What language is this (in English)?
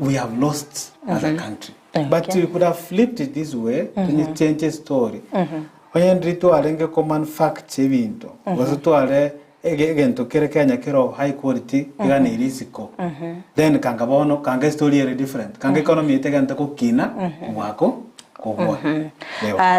Gusii